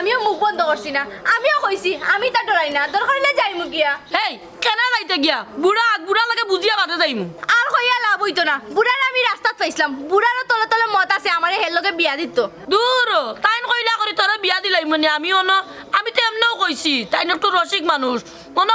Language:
Sylheti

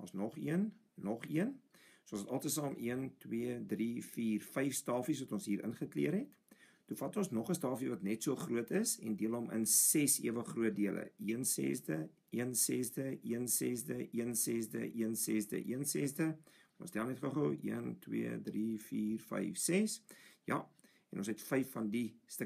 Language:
Afrikaans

